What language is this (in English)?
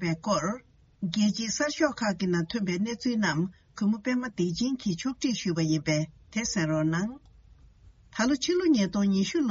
Tibetan